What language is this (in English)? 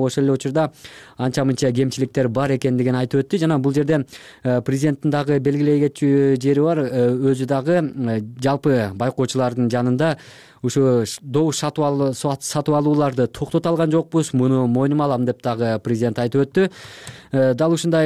Kyrgyz